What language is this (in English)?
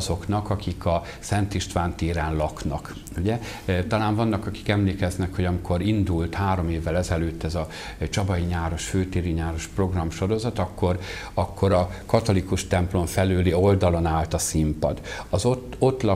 Hungarian